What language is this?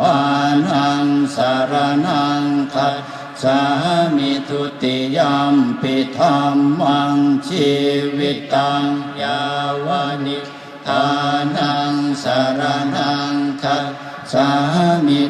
Pali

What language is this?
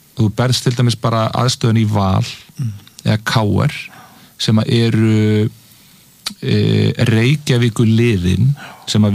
Icelandic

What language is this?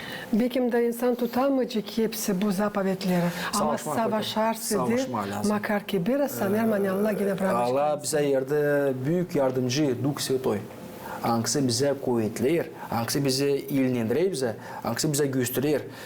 Gagauz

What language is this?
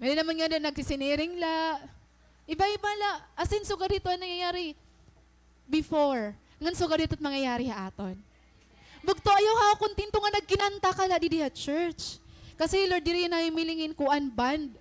Waray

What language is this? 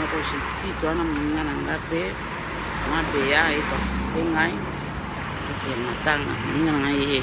Lingala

